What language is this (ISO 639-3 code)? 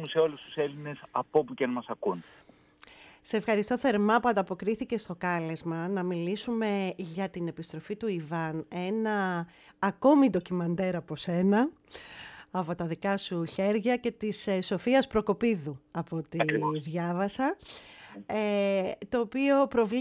ell